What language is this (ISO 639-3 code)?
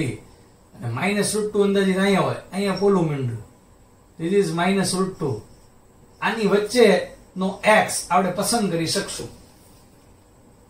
guj